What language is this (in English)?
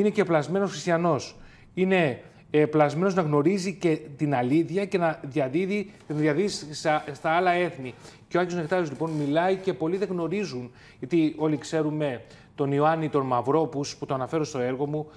Greek